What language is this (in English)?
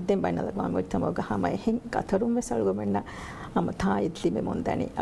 Divehi